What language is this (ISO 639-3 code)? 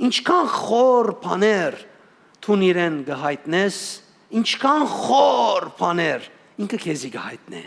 hyw